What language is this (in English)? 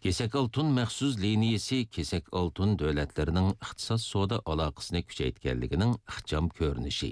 Uyghur